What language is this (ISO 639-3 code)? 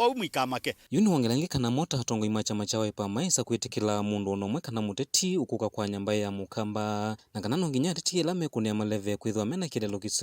kam